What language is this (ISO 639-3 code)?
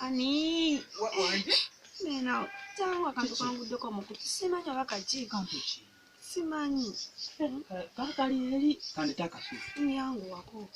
lug